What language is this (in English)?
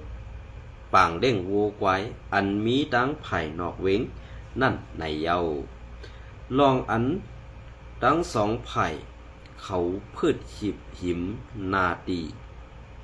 Shan